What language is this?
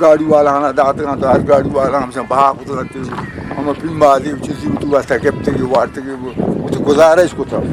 Eastern Balochi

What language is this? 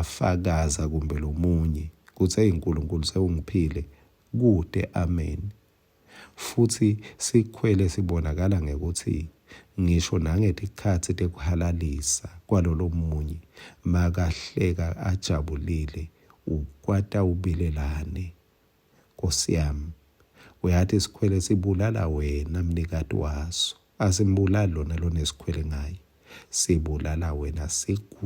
Swati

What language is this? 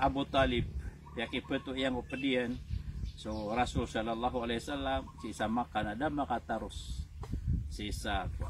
Maranao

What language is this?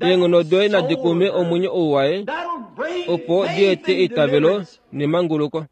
Kuanyama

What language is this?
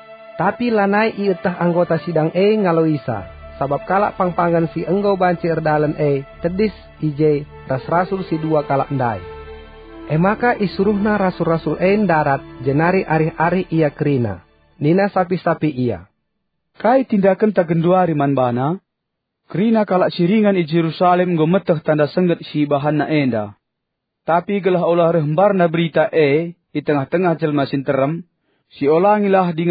Batak Karo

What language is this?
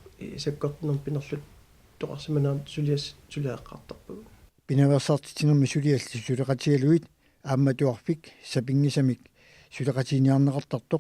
Kalaallisut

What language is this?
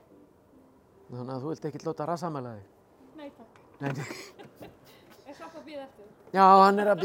Icelandic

